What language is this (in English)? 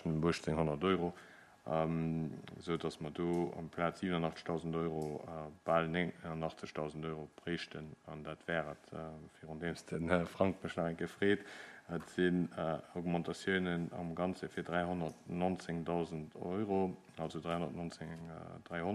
Luxembourgish